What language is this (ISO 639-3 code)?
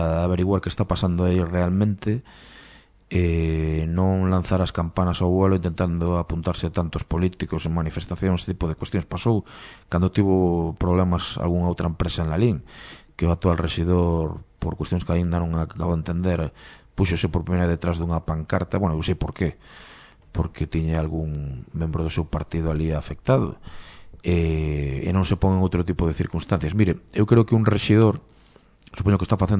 glg